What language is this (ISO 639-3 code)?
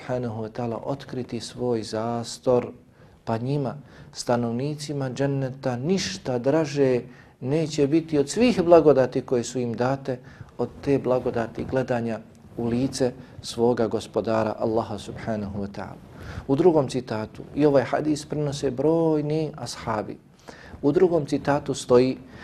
bos